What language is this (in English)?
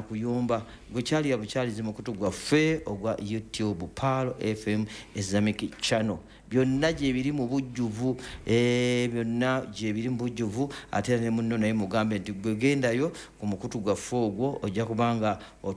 Ganda